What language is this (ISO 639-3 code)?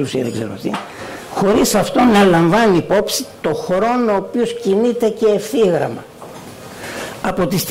ell